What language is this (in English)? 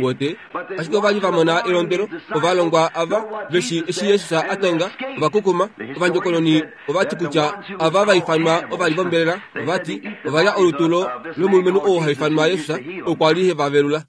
Kuanyama